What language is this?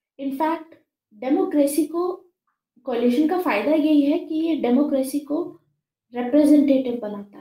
Hindi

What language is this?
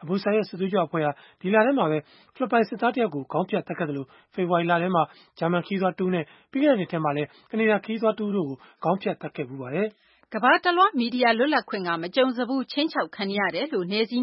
Burmese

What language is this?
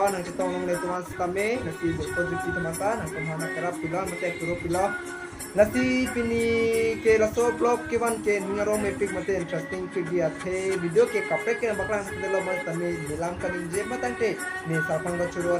Karbi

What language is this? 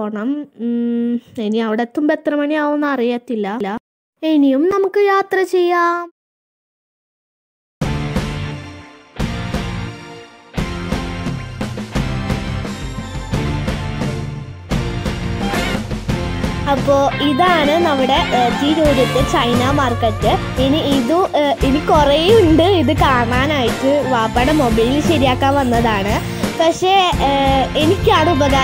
Malayalam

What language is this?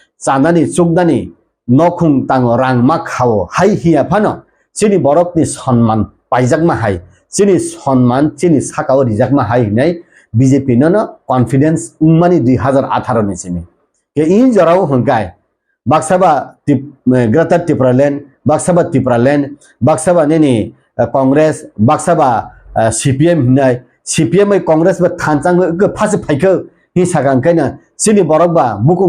Kok Borok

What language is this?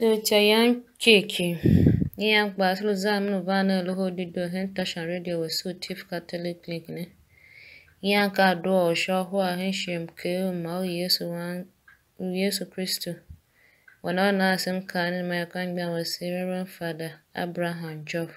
Tiv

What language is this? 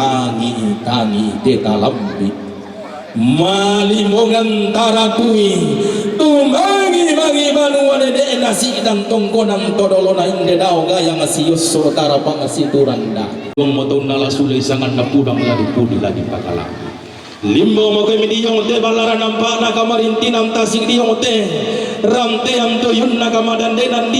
Toraja-Sa'dan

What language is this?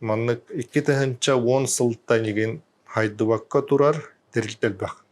Yakut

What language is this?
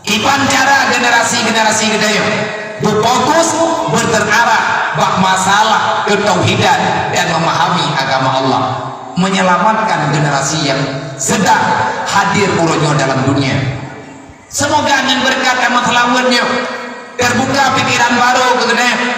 Achinese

